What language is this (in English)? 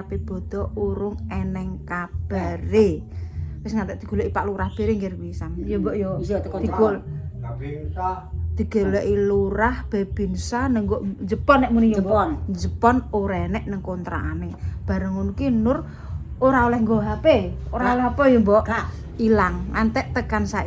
Javanese